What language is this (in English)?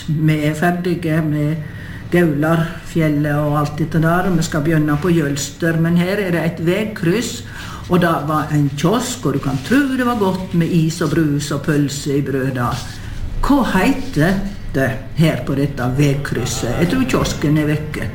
Norwegian